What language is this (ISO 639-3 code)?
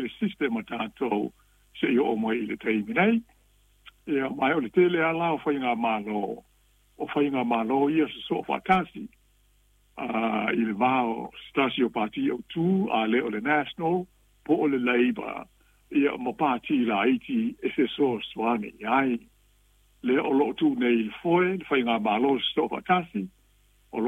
smo